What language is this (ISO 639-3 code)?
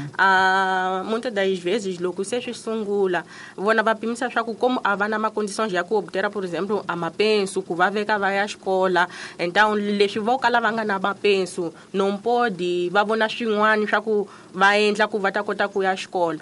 tso